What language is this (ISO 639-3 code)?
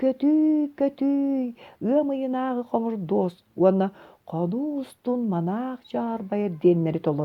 sah